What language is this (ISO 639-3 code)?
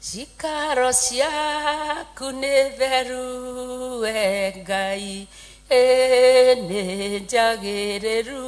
kik